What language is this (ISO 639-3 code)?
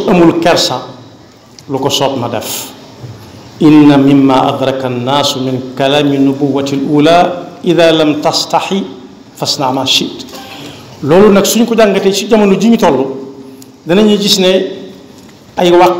wol